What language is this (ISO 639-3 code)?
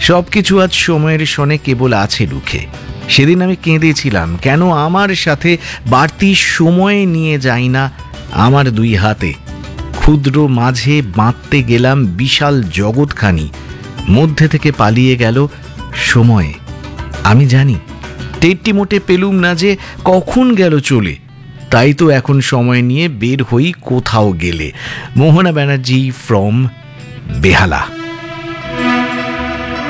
ben